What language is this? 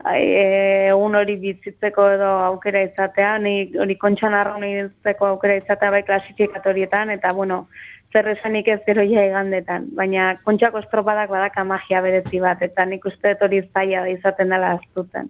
Basque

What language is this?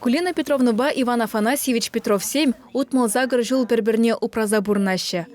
Chuvash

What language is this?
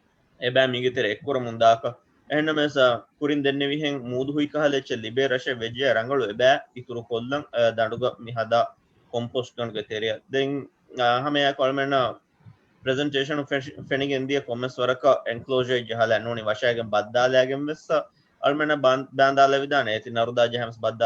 Divehi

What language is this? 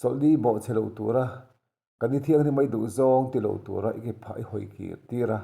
Mizo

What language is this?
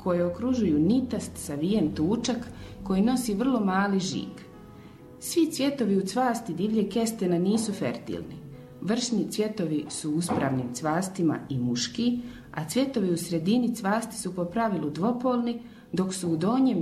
Croatian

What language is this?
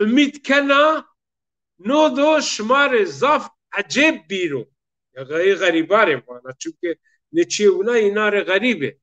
Zaza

